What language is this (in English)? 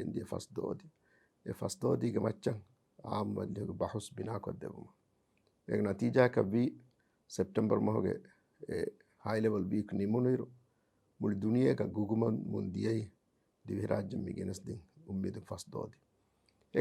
Divehi